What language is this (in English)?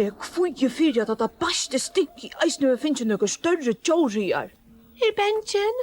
Faroese